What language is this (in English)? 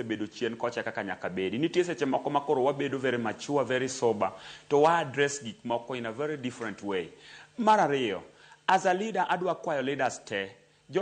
Luo (Kenya and Tanzania)